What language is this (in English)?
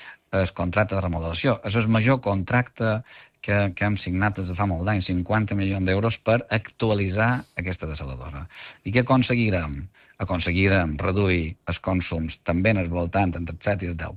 Catalan